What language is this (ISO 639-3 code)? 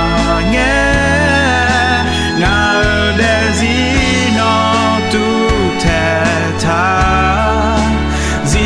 ahk